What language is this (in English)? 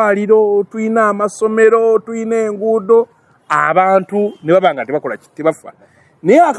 Ganda